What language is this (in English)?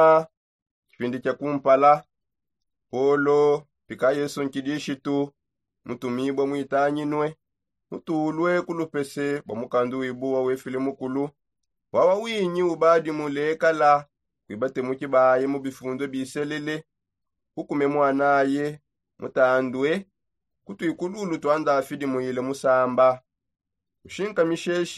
Songe